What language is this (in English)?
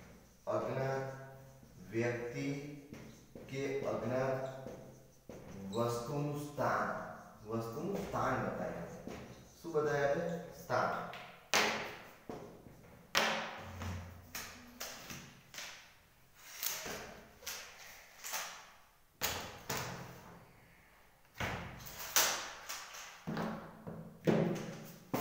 Gujarati